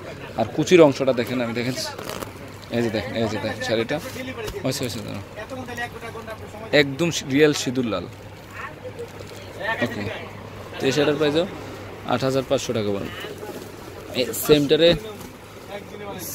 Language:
Bangla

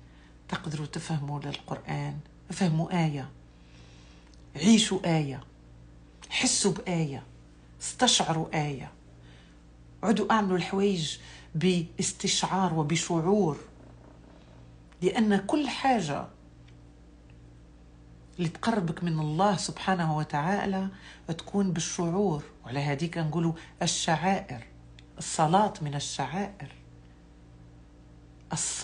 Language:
Algerian Arabic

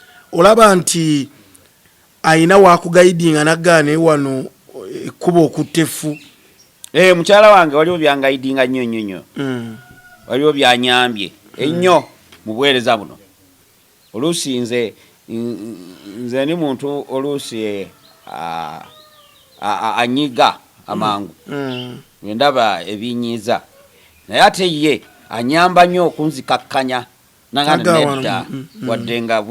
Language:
Ganda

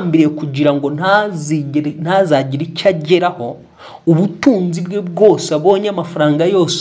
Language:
Kinyarwanda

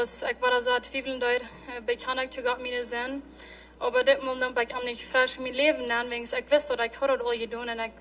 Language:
Plautdietsch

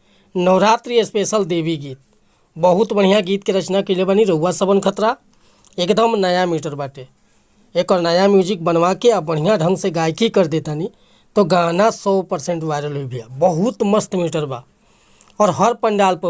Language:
Bhojpuri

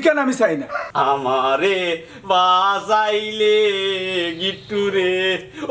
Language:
Sylheti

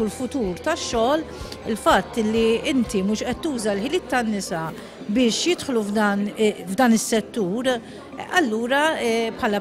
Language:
Maltese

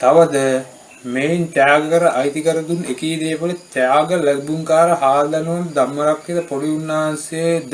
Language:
Sinhala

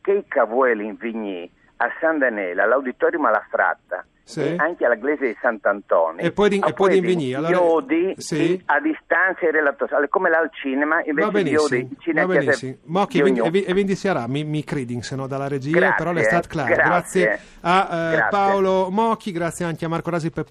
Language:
Friulian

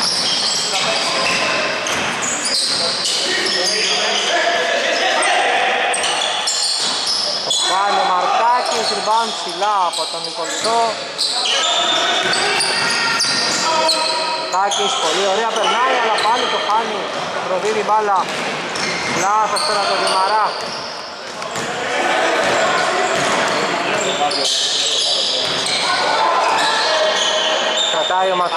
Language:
Greek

